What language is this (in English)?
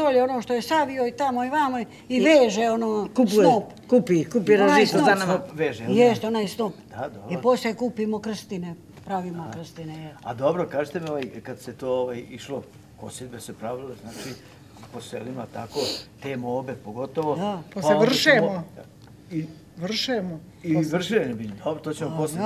Serbian